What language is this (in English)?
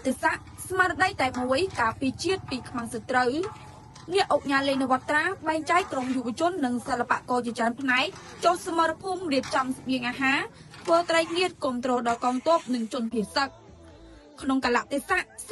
Khmer